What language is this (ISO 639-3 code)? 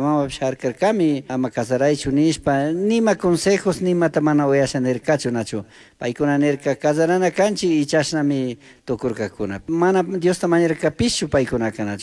qug